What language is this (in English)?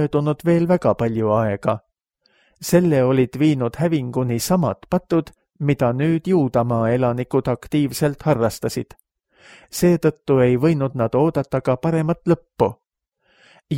Estonian